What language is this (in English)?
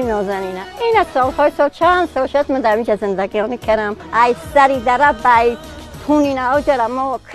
Tajik